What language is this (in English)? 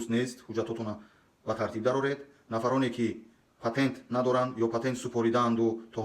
Tajik